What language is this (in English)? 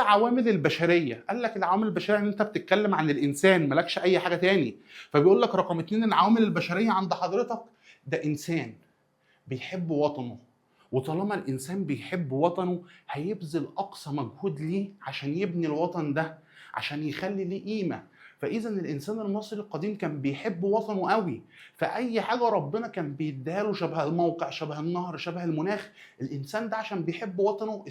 Egyptian Arabic